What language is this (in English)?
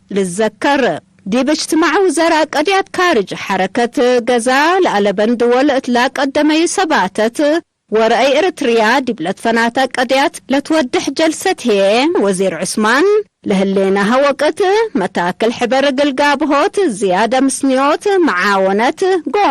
Tigre